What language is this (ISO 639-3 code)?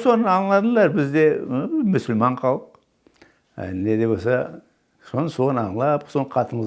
crh